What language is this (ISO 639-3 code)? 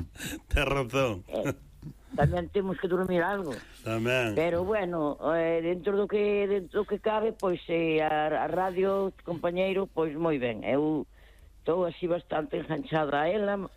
glg